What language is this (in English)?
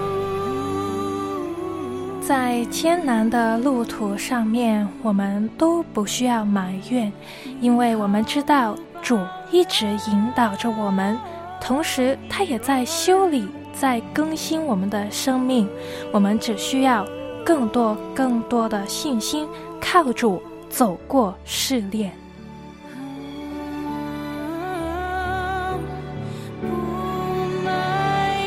Chinese